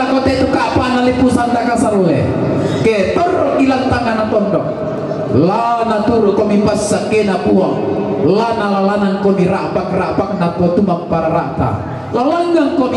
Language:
Toraja-Sa'dan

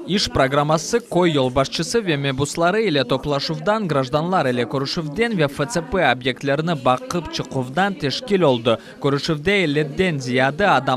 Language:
Crimean Tatar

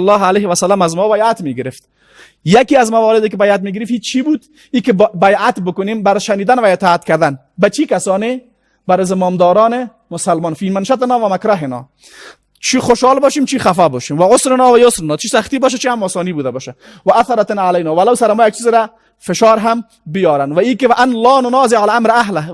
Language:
Persian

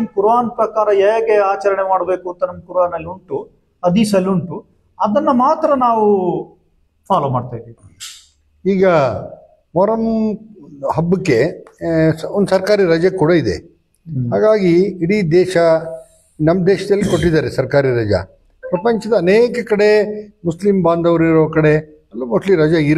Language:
Kannada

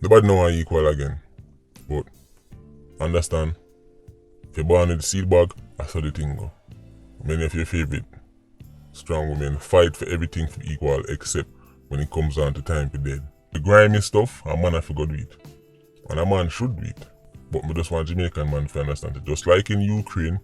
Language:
Jamaican Creole English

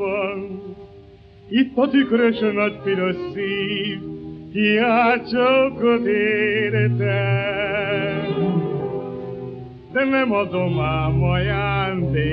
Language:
Hungarian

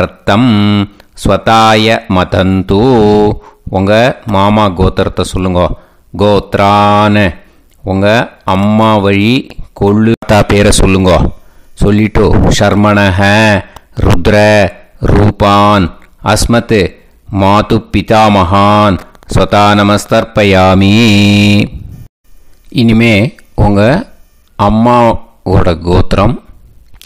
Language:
Tamil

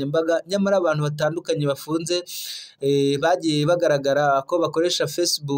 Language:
Kinyarwanda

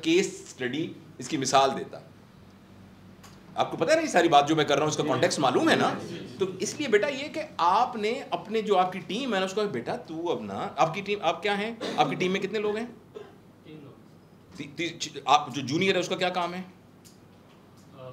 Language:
Hindi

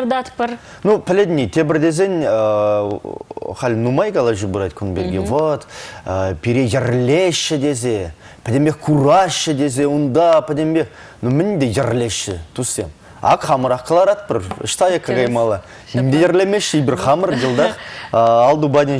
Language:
Chuvash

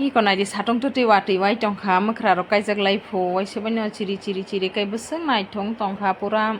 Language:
Kok Borok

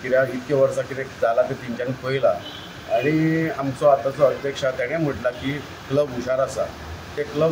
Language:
Konkani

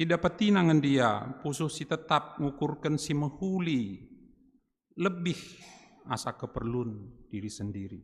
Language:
Batak Karo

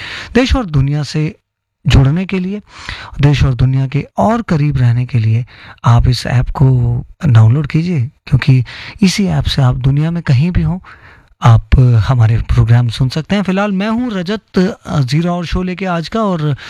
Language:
Hindi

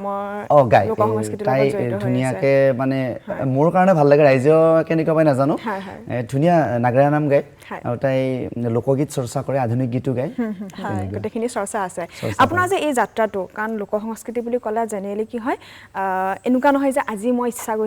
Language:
Assamese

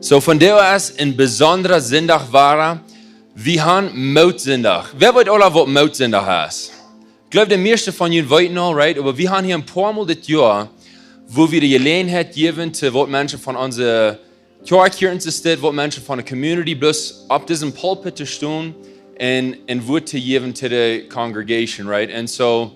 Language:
Plautdietsch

